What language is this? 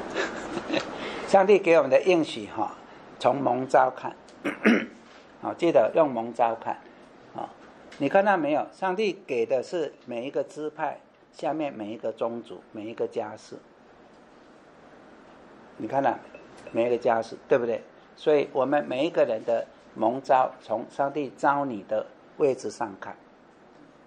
Chinese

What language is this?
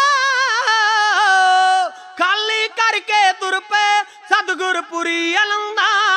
Punjabi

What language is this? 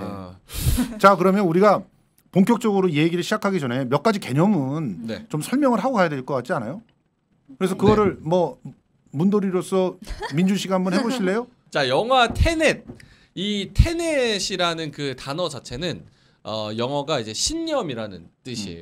Korean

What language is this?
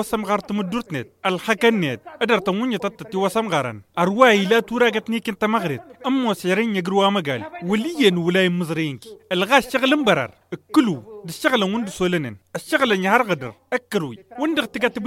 Tamasheq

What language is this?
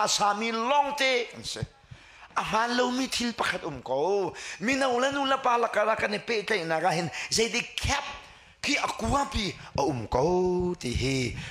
Hakha Chin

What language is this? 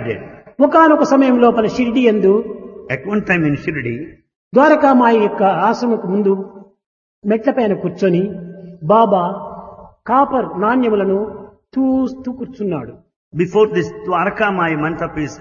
Telugu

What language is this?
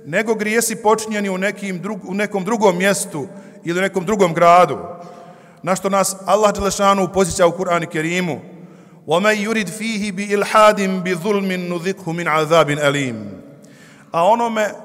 Bosnian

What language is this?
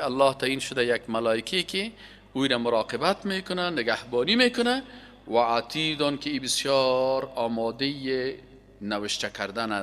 Persian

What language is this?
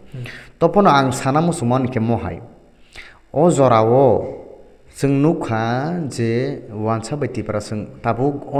Kok Borok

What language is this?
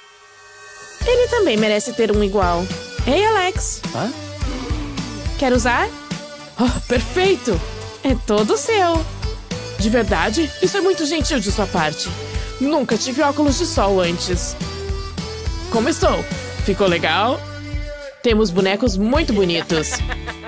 Portuguese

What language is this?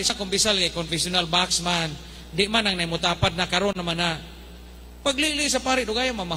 Cebuano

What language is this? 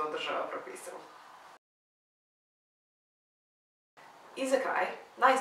Serbian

